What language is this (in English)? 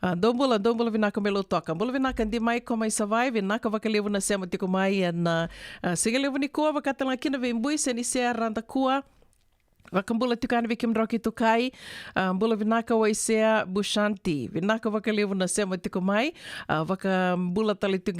Fijian